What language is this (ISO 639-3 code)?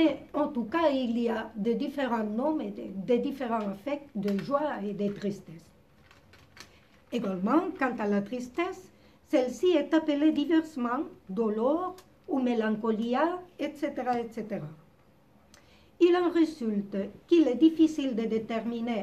fra